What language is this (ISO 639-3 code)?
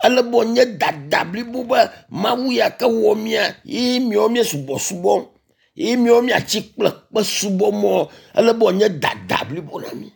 ewe